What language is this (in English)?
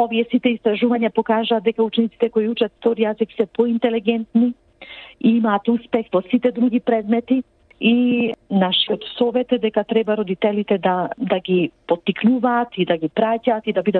Macedonian